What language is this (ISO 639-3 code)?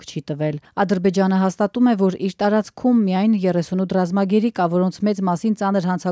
hye